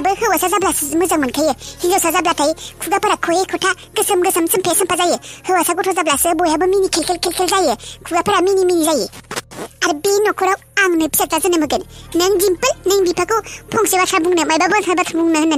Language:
Bodo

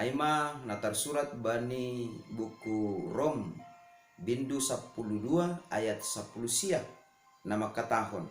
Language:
Batak Simalungun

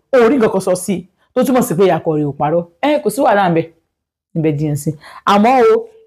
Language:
Yoruba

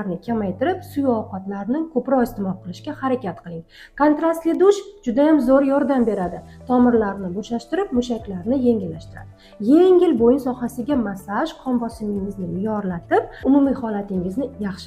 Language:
Uzbek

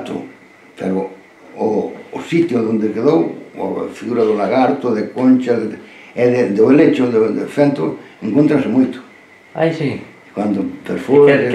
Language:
Galician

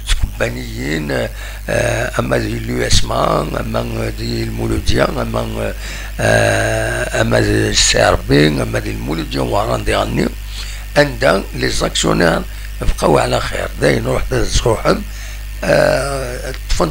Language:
Kabyle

